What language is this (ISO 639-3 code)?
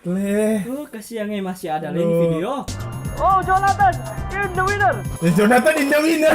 xmm